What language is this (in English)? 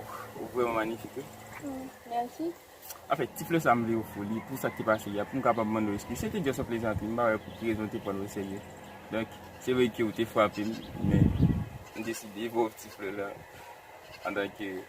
Haitian Creole